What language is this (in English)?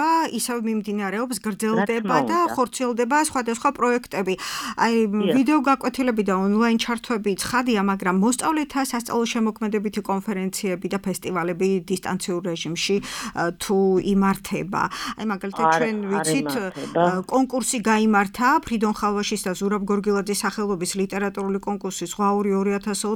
Georgian